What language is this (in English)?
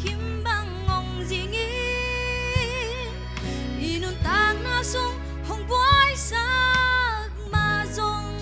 Tedim Chin